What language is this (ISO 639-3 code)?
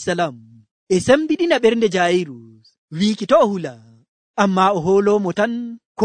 fuv